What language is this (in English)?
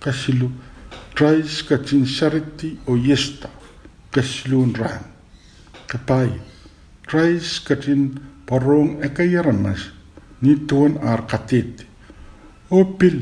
Pohnpeian